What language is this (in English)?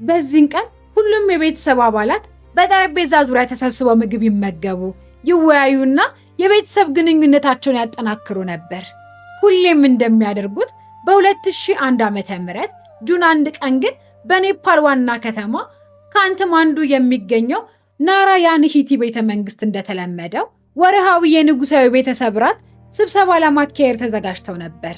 Amharic